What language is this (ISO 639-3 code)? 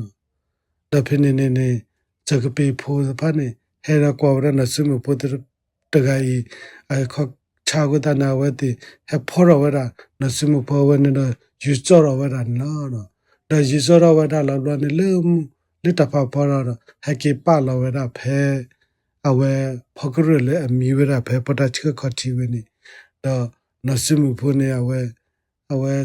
ksw